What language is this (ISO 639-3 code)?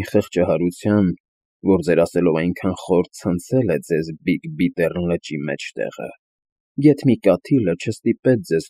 hye